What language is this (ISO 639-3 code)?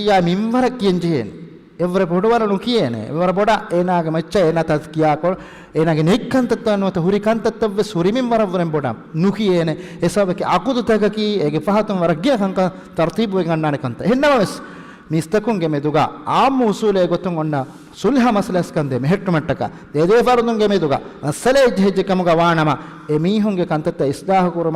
div